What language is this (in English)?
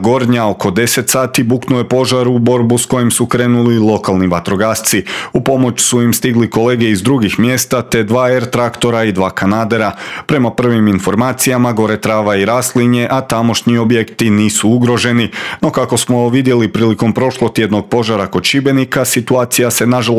Croatian